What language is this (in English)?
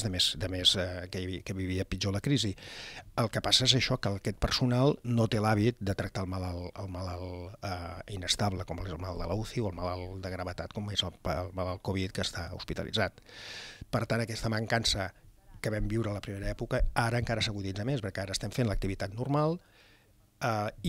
Catalan